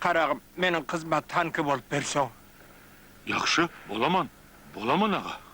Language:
Kara-Kalpak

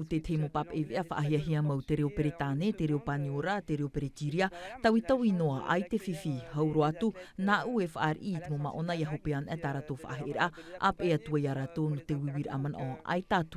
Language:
Tahitian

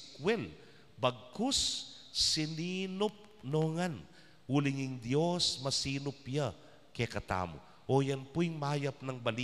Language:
Pampanga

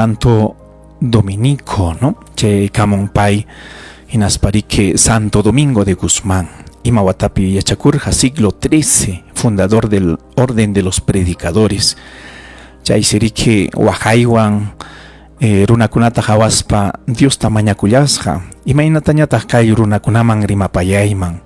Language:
Ayacucho Quechua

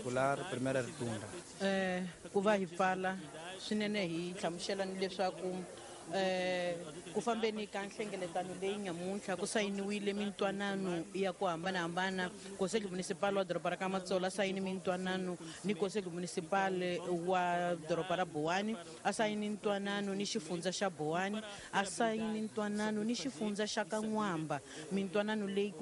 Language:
Tsonga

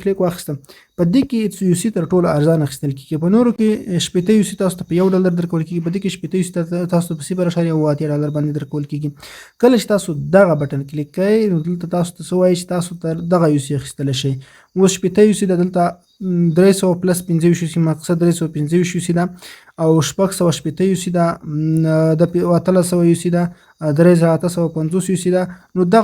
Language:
Pashto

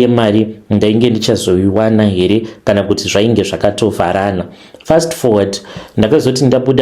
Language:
Shona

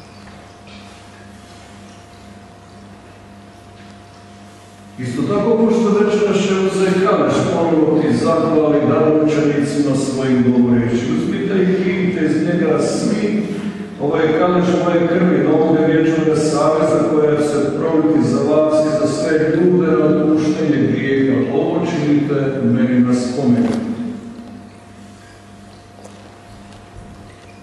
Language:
Croatian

